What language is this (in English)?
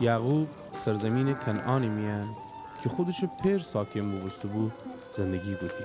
Gilaki